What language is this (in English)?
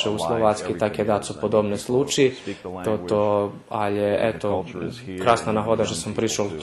Rusyn